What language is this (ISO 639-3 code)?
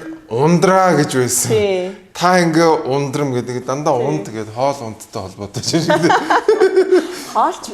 mon